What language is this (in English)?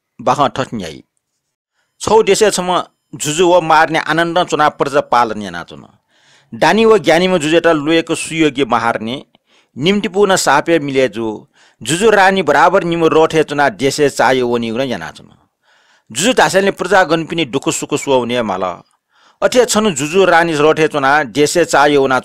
Newari